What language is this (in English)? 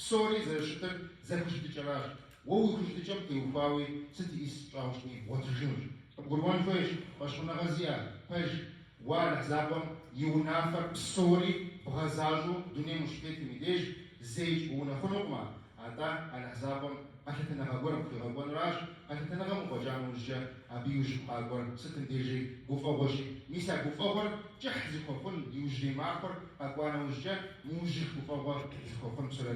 Kabardian